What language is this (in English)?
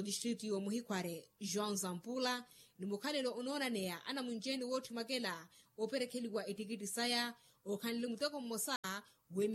Makhuwa